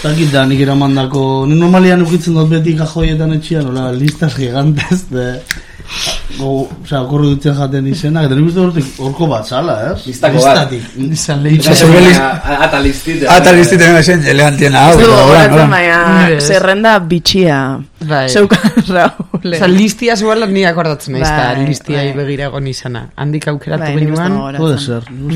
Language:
Basque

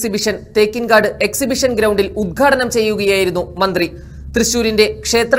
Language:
Malayalam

